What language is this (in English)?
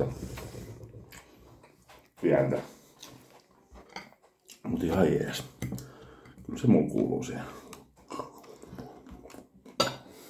Finnish